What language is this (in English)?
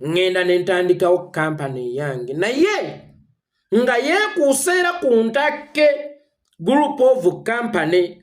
Ganda